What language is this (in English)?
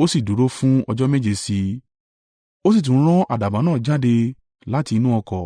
Yoruba